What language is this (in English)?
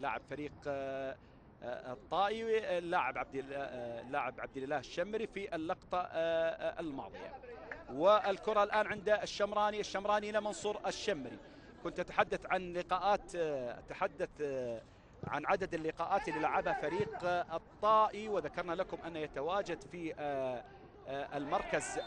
Arabic